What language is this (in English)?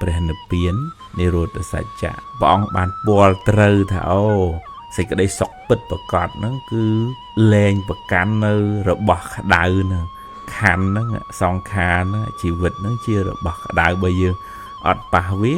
Khmer